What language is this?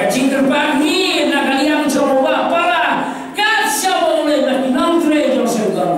Khasi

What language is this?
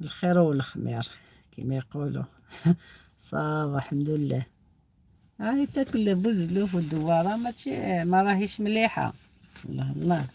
Algerian Arabic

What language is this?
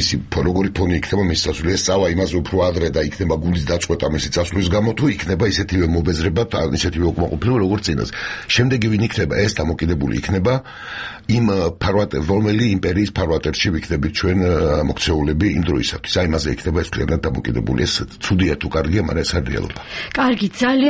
Georgian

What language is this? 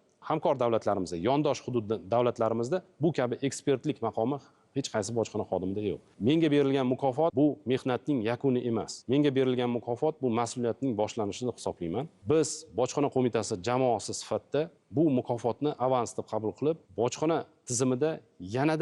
Uzbek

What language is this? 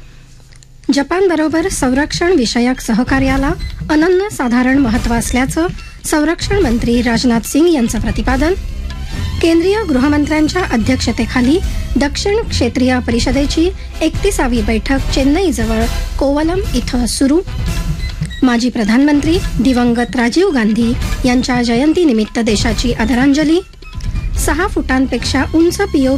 Marathi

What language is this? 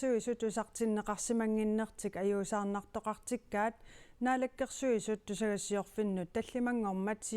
Kalaallisut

